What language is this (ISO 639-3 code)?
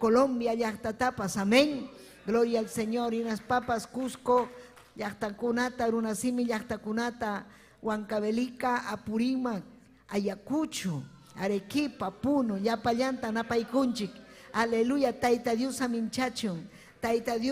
quy